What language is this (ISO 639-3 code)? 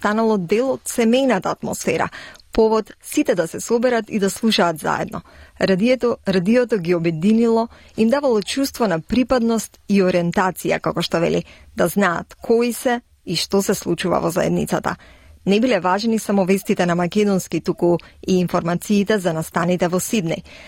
mkd